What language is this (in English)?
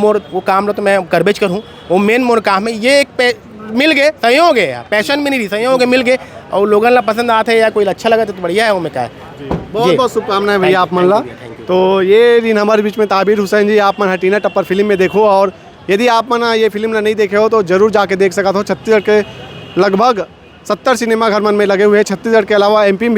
Chhattisgarhi